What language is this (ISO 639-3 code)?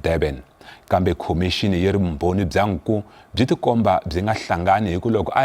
tso